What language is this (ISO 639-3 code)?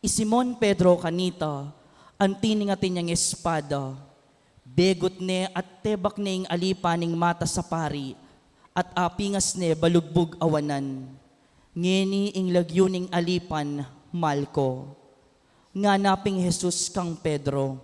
pam